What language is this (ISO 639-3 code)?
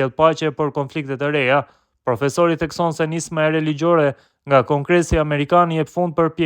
sqi